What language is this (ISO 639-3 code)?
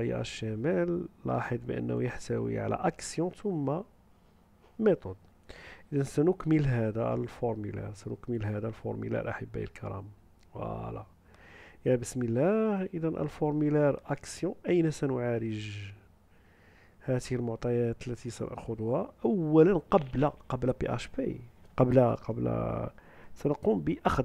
ara